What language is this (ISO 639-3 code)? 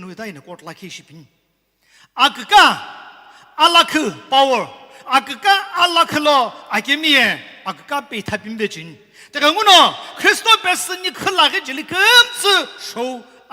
nsm